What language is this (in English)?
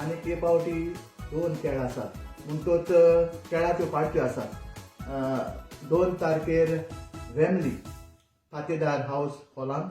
Konkani